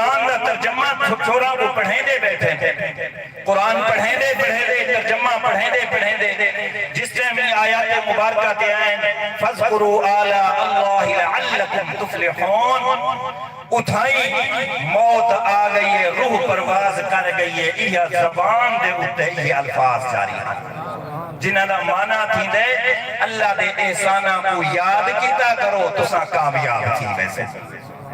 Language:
Saraiki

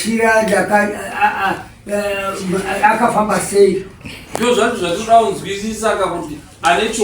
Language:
Shona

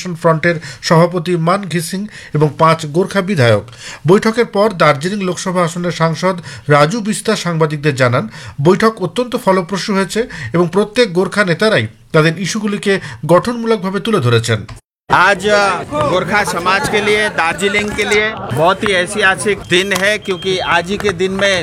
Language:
Bangla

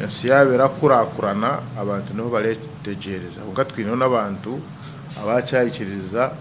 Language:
Nyankole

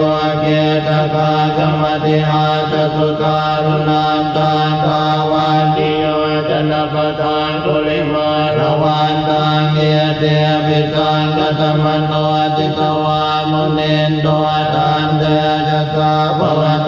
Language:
Pali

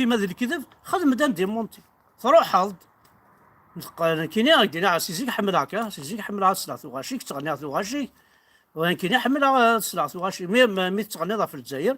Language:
Kabyle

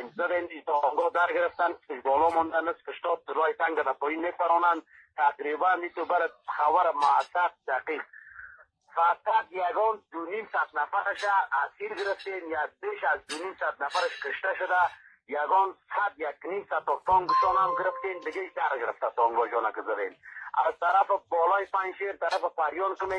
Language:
Tajik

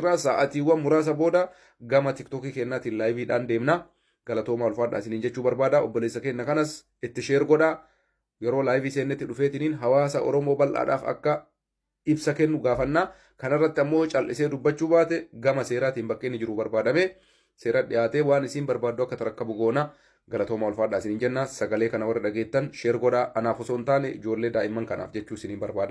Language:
Oromo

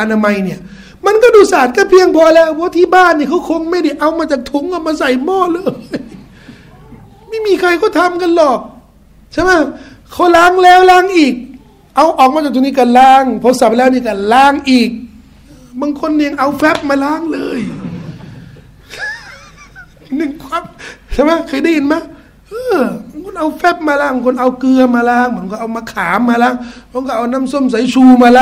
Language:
Thai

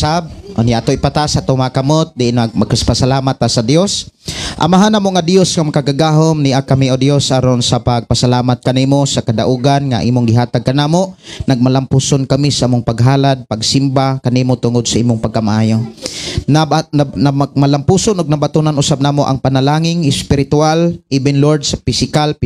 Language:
Cebuano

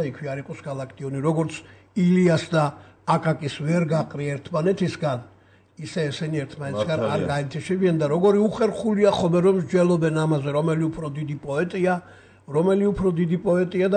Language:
Georgian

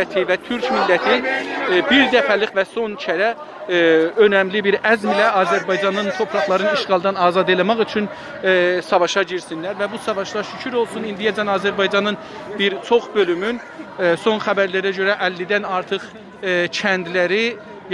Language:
South Azerbaijani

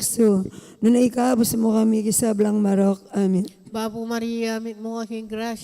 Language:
Pampanga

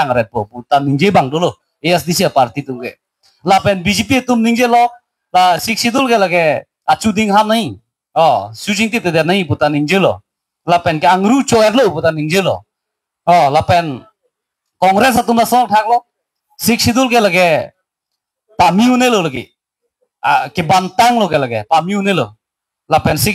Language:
Karbi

